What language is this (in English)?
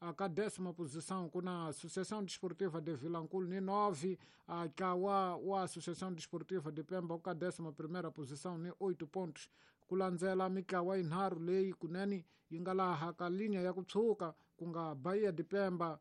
Tsonga